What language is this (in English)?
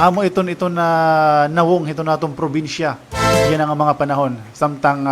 Waray